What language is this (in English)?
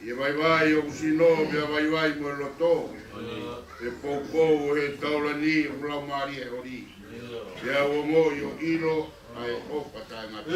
Tongan